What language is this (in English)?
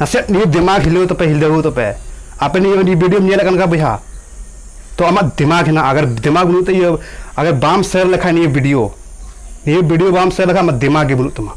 Santali